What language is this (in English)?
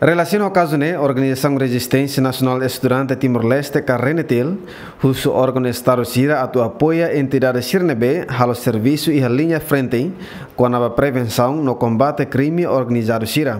Tetum